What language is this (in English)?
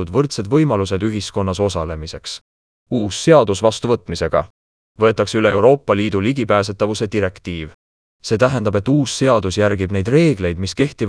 Estonian